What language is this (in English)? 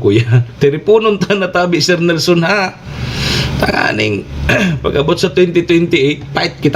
Bikol